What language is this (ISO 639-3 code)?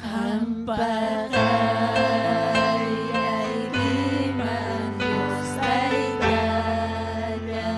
quy